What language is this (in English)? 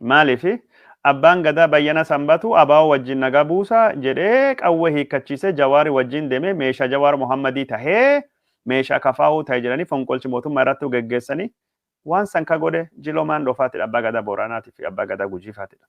Oromo